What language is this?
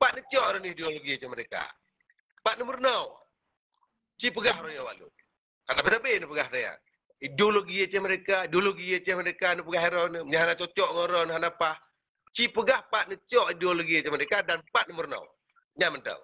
Achinese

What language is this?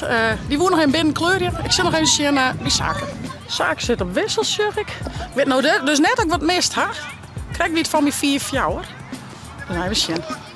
Western Frisian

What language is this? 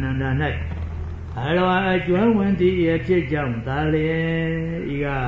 Burmese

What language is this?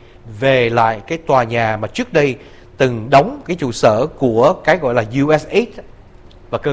Vietnamese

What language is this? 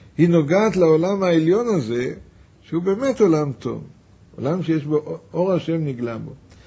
Hebrew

